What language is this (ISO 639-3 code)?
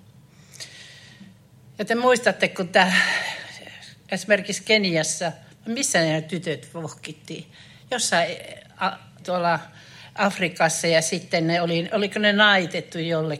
fin